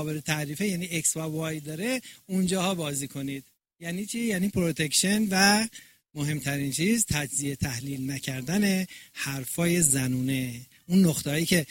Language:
Persian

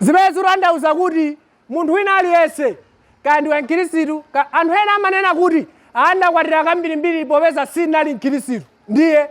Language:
Nyanja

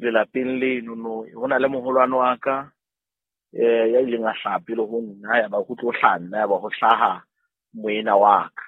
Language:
Southern Sotho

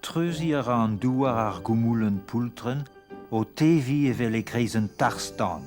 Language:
Breton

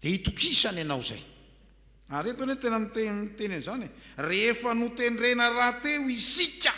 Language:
Malagasy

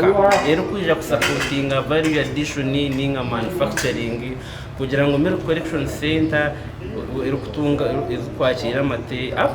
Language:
Nyankole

